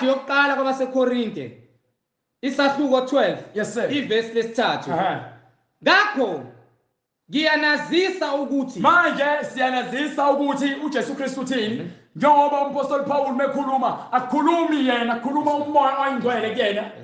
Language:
Zulu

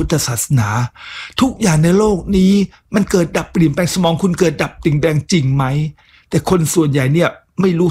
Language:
Thai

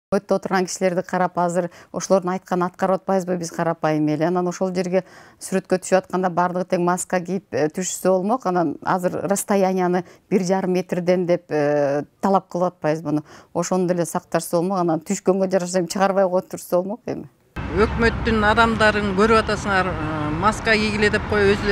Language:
Kyrgyz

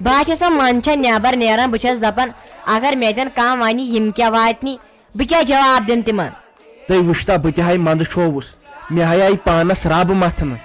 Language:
Kashmiri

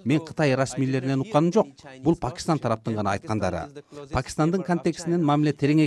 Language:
Kyrgyz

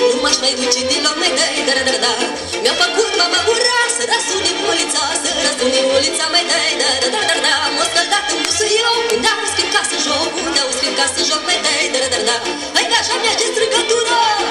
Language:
Romanian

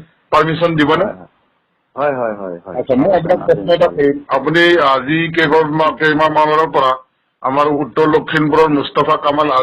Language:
Assamese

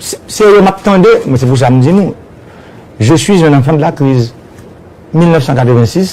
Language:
Haitian Creole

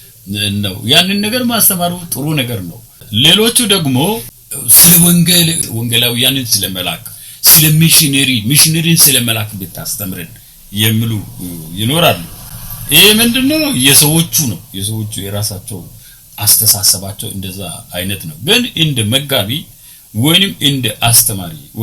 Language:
Amharic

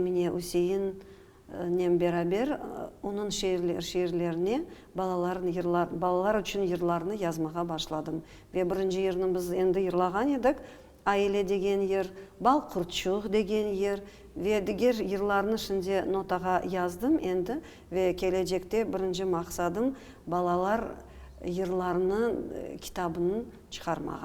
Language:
Crimean Tatar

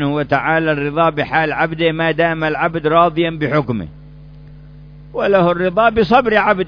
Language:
Arabic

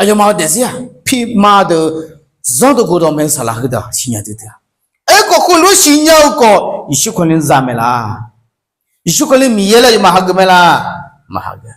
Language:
Akha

